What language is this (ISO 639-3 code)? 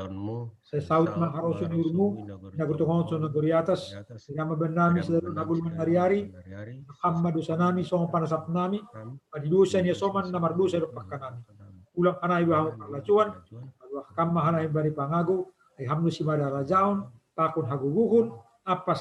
bts